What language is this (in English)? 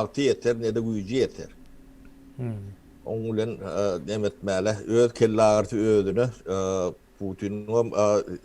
Turkmen